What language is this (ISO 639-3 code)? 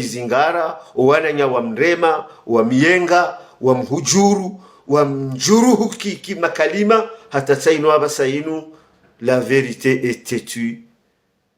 zdj